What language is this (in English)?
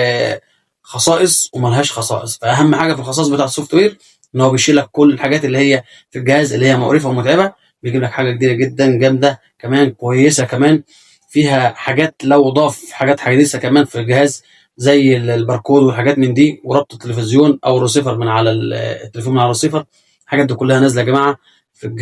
Egyptian Arabic